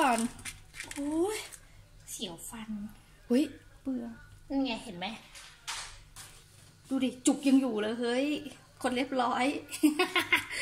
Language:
Thai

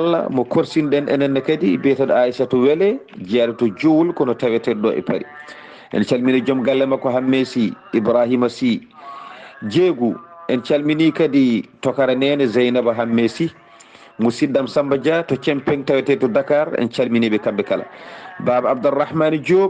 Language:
Fula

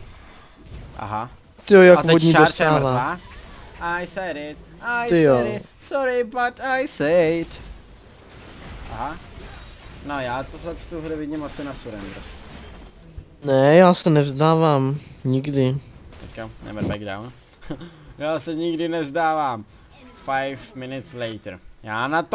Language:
Czech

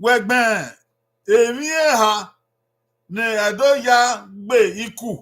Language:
Bini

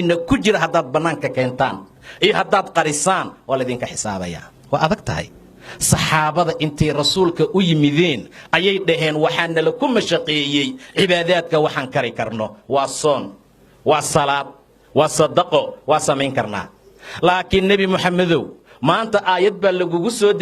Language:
Somali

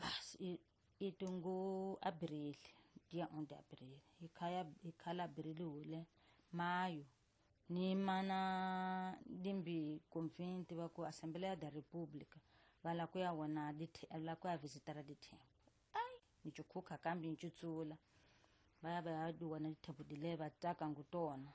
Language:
Tsonga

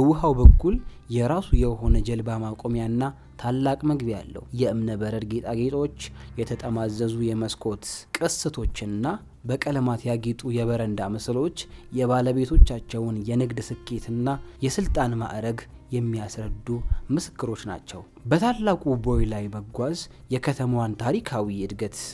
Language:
Amharic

